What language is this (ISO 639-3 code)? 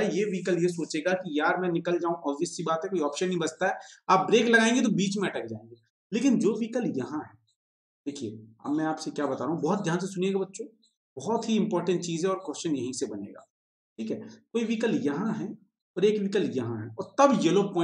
hin